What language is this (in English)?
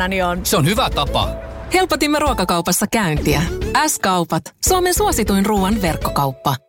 Finnish